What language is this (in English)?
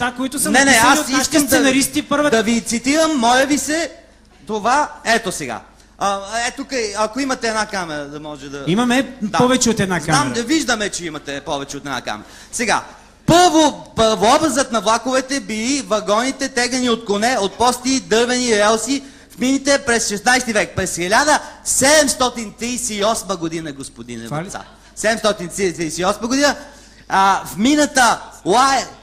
Bulgarian